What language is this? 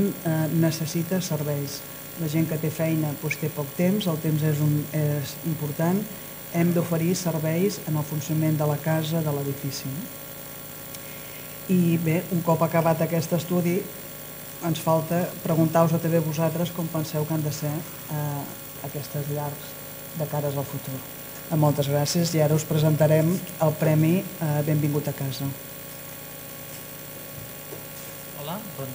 Catalan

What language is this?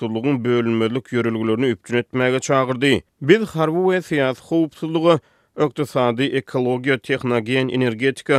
Turkmen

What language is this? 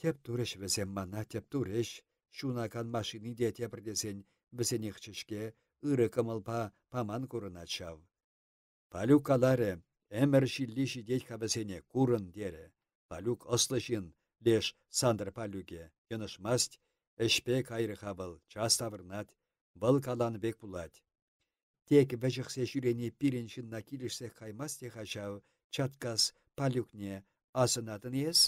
Chuvash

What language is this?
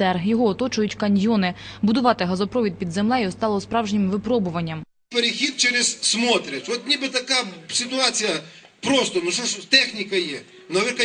Ukrainian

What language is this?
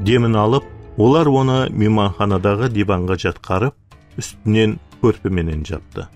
Kara-Kalpak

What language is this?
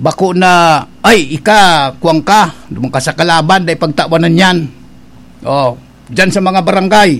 Bikol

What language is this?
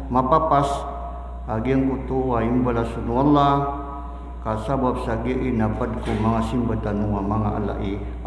Maranao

